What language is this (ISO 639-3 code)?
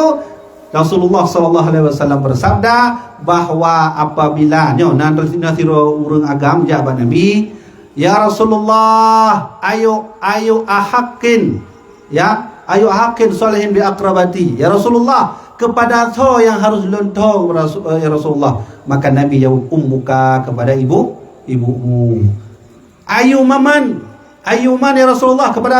ace